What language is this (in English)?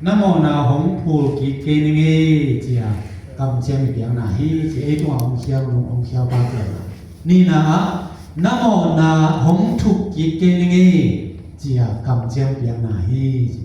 Tedim Chin